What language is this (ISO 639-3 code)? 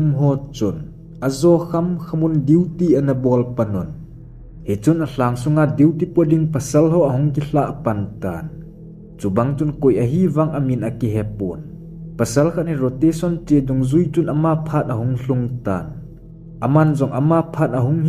tcz